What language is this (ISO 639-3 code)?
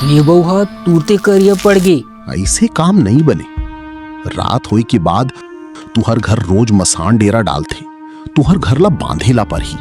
hne